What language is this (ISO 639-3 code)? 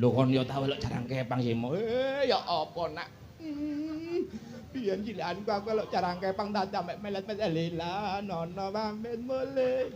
jav